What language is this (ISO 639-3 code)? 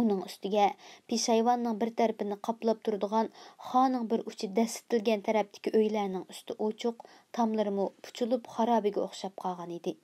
uig